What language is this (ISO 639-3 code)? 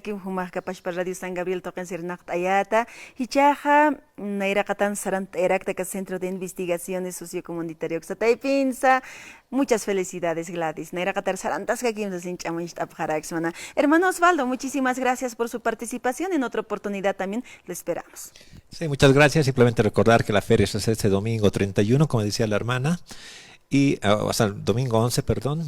aym